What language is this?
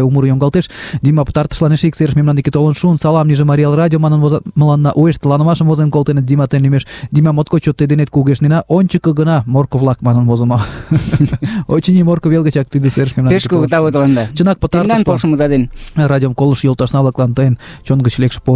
Mari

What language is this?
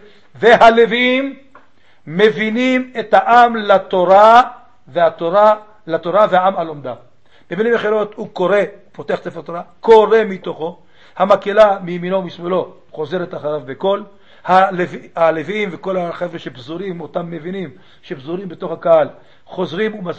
Hebrew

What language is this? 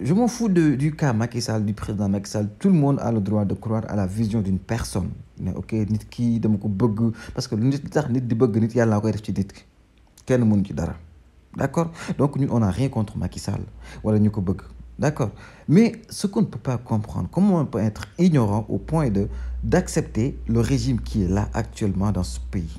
Wolof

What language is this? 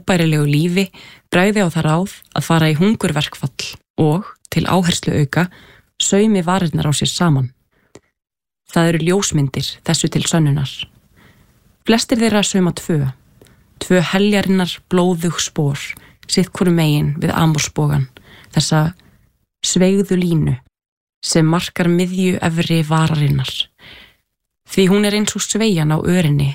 Icelandic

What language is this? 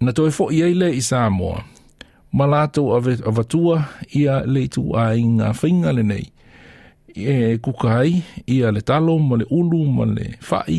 Samoan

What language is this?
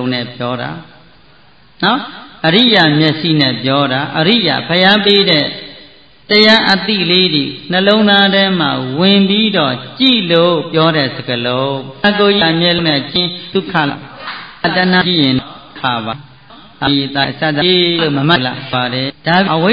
Burmese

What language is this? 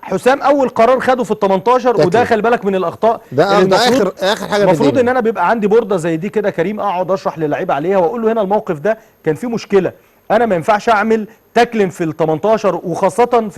Egyptian Arabic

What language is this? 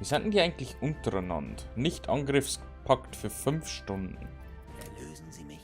Bavarian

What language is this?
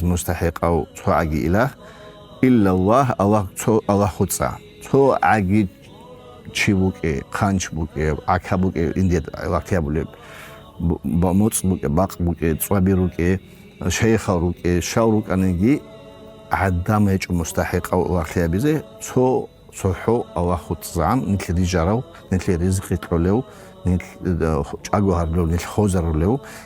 Avaric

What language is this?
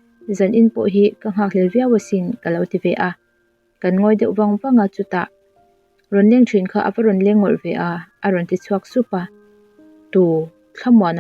Mizo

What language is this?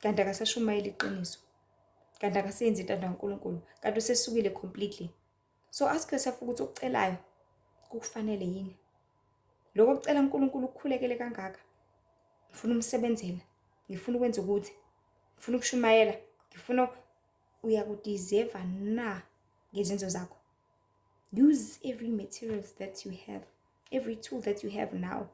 Zulu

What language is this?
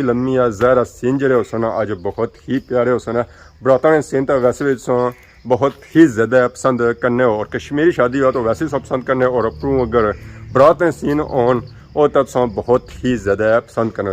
Pahari-Potwari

